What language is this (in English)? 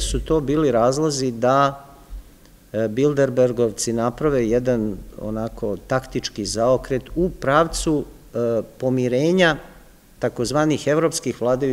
Serbian